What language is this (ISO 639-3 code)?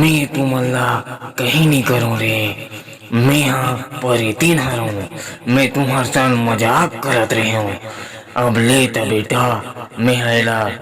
hne